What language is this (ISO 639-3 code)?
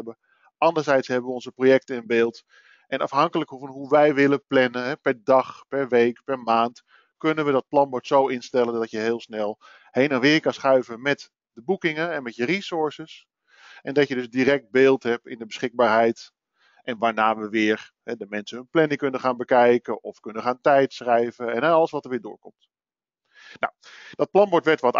nld